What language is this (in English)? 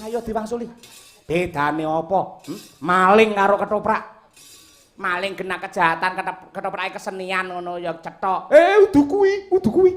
Javanese